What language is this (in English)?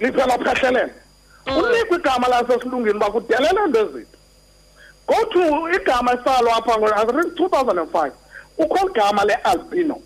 Xhosa